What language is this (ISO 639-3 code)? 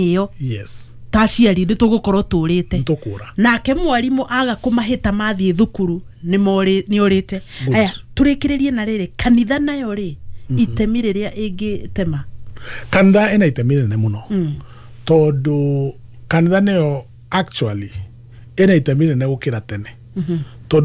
kik